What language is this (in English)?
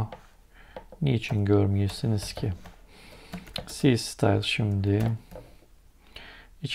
Turkish